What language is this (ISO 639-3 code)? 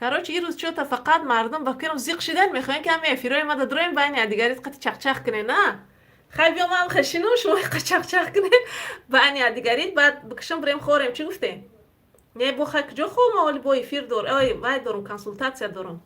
tgk